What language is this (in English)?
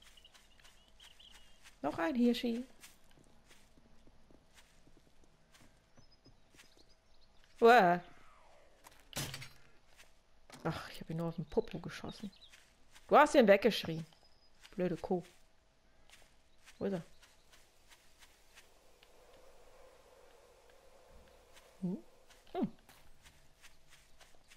German